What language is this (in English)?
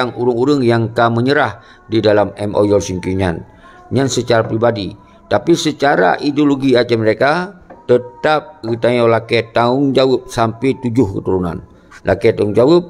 Achinese